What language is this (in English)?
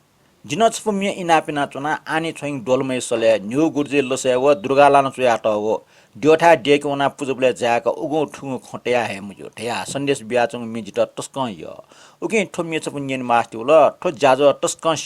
Newari